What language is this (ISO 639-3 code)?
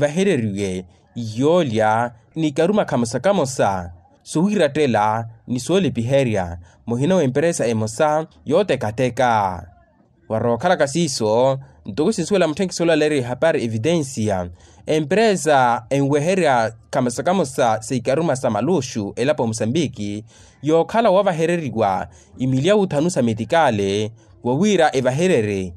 vmw